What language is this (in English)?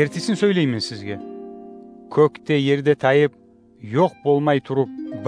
Kumyk